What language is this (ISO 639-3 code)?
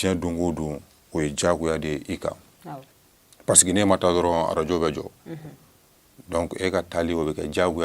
bam